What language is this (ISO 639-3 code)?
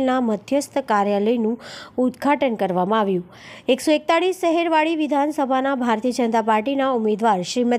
guj